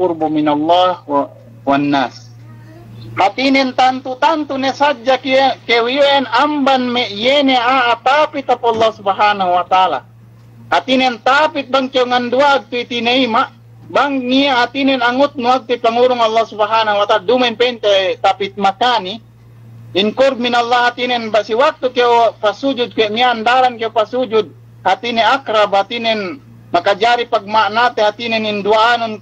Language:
Yakan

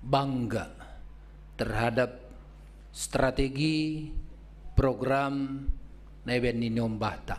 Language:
Batak Simalungun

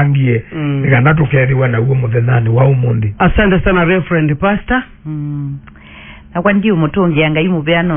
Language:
Kamba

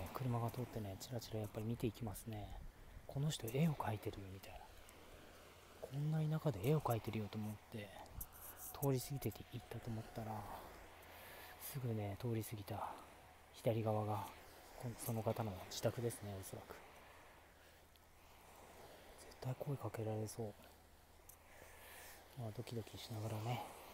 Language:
Japanese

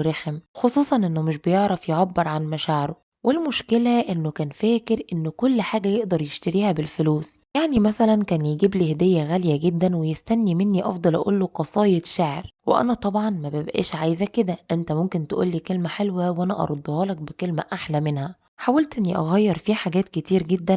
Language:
Egyptian Arabic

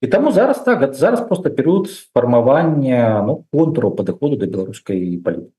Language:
Belarusian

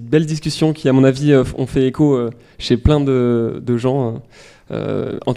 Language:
French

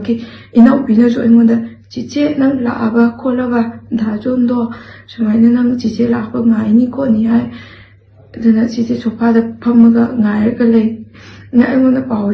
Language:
Manipuri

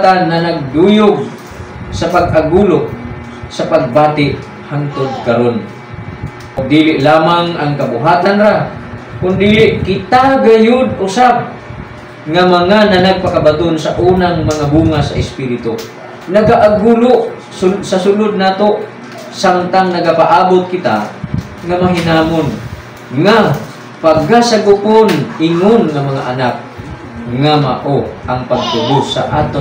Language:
Cebuano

